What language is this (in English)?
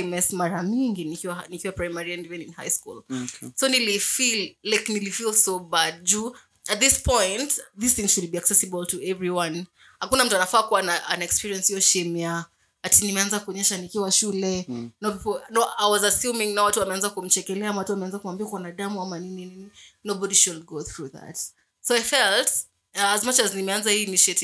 Swahili